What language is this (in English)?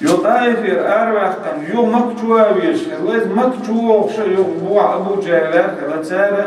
Chechen